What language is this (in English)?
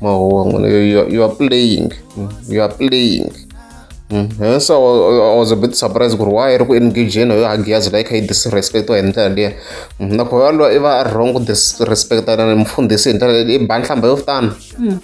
Tsonga